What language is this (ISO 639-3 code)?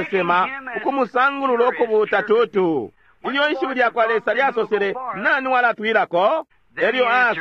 bem